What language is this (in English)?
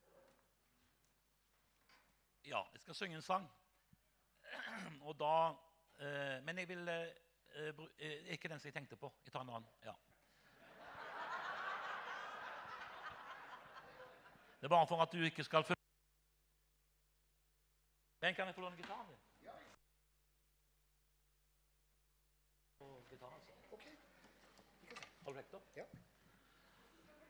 Norwegian